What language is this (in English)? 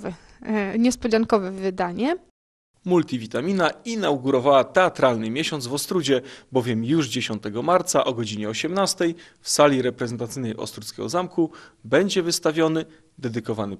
Polish